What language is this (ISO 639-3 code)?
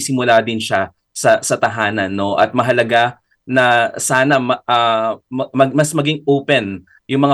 fil